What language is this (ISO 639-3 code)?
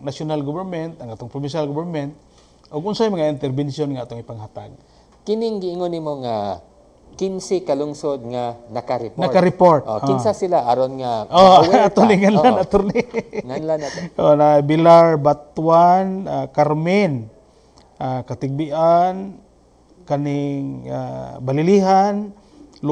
ceb